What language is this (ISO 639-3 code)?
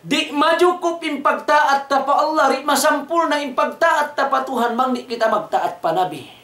tsg